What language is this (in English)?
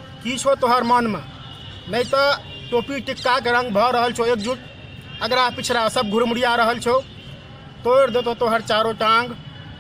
Maithili